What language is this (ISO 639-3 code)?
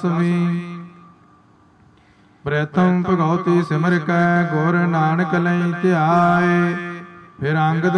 pan